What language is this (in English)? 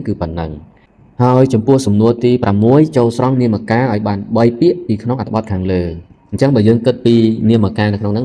Khmer